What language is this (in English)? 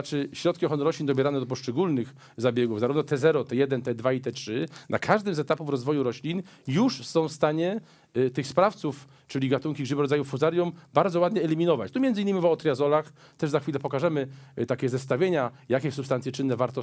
Polish